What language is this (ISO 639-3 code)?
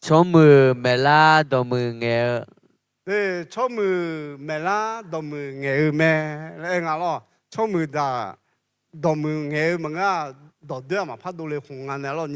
ahk